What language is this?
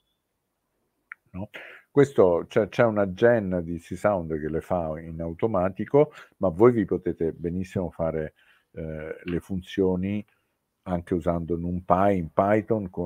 Italian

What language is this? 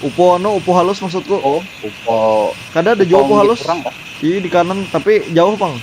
Banjar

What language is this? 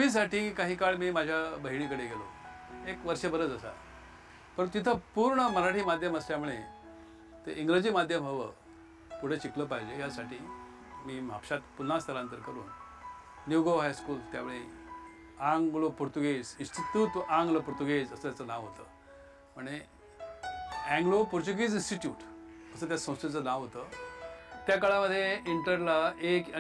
Marathi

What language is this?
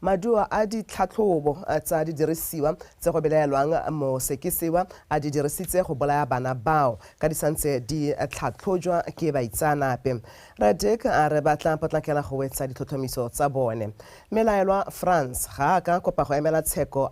Tswana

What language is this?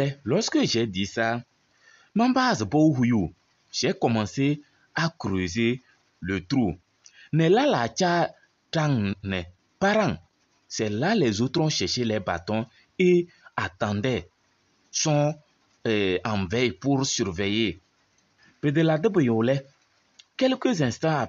Kabiyè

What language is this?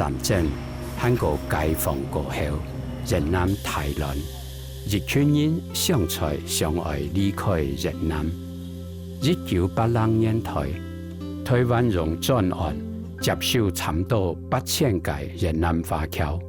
Hakka Chinese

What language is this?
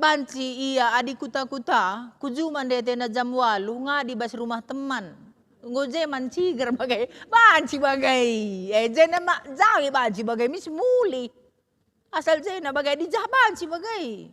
Batak Karo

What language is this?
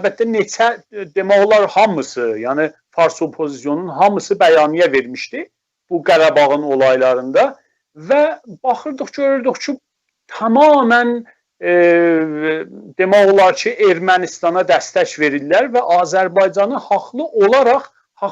South Azerbaijani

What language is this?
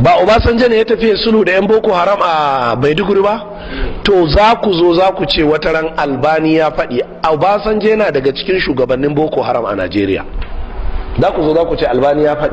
Hausa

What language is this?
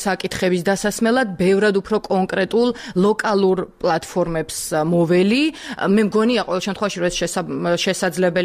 Georgian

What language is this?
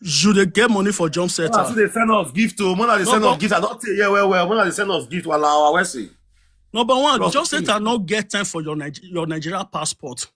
Nigerian Pidgin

